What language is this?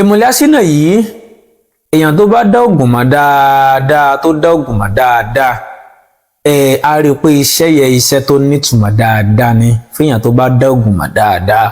Yoruba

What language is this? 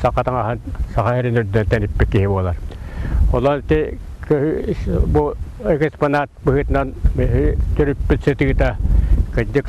Yakut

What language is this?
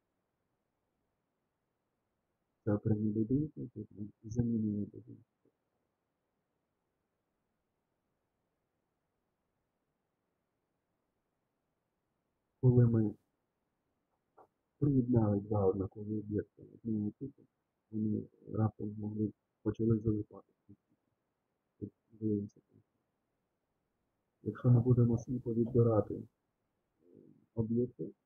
Ukrainian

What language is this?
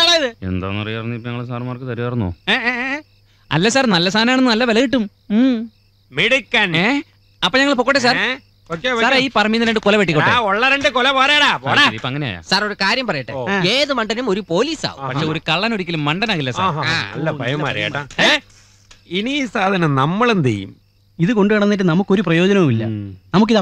Malayalam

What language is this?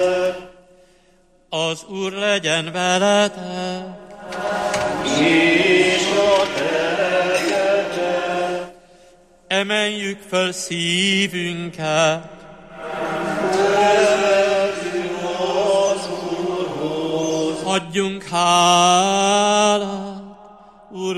Hungarian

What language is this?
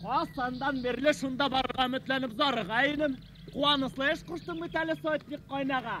Bashkir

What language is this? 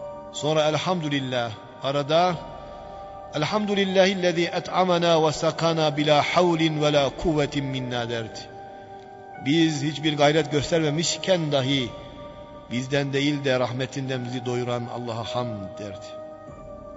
Turkish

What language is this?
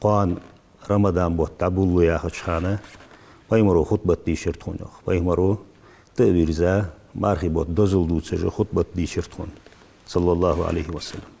Ingush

